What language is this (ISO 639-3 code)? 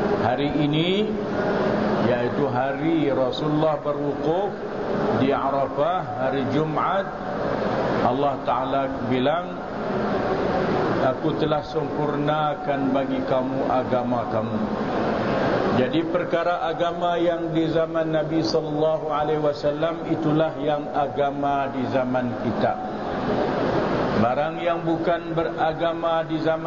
msa